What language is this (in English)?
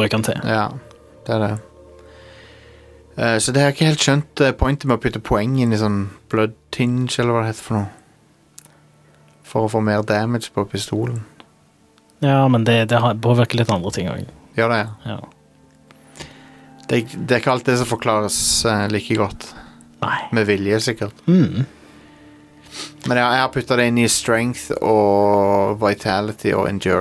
Norwegian